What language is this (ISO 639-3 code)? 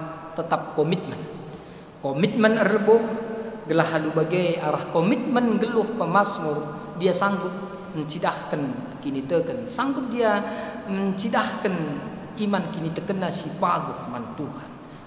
btx